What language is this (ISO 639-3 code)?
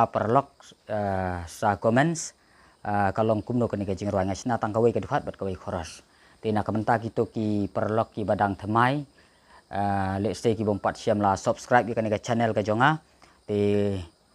kha